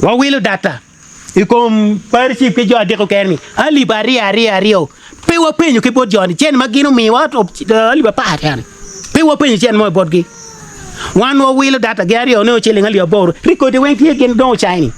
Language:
Acoli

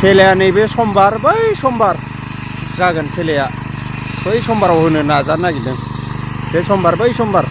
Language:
Bodo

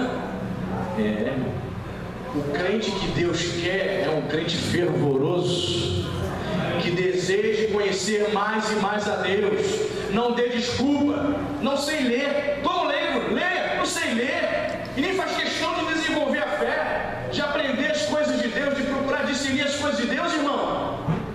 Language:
Portuguese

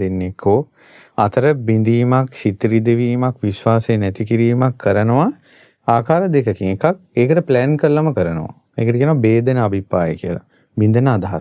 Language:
Sinhala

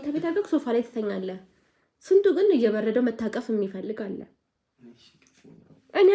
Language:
Amharic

